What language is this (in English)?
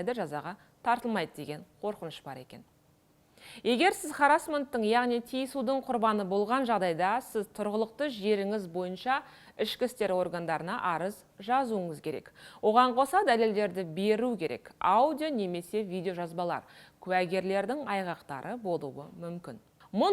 Kazakh